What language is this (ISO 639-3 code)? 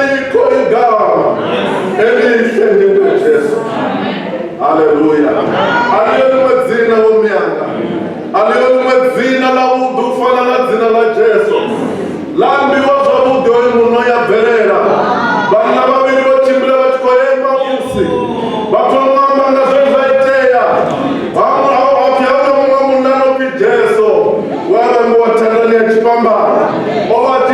ven